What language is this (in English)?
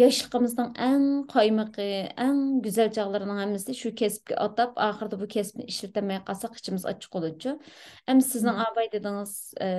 Uyghur